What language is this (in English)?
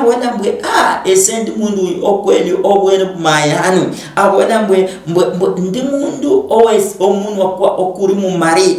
Luyia